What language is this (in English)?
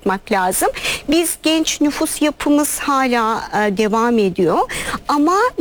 Turkish